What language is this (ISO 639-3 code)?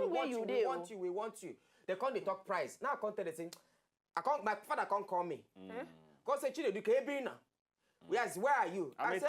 pcm